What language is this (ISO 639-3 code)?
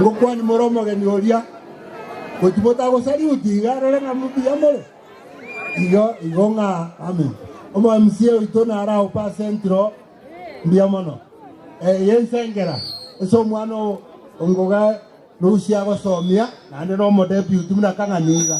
guz